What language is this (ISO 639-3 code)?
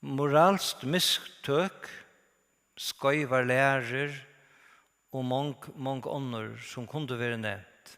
fao